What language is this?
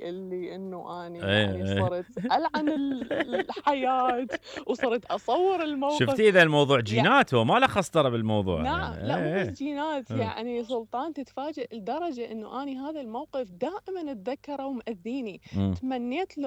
Mesopotamian Arabic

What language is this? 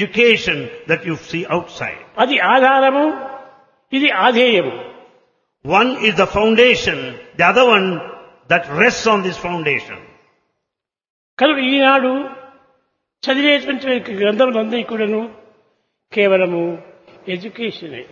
Telugu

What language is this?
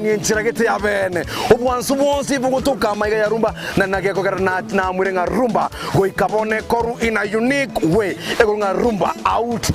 Gusii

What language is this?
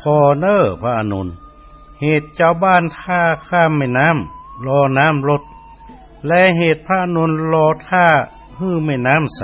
Northern Thai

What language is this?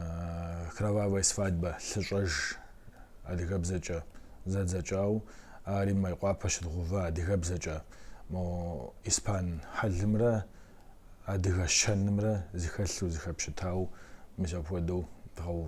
Kabardian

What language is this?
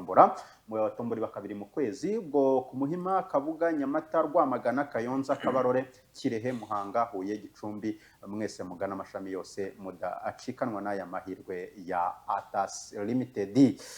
Kinyarwanda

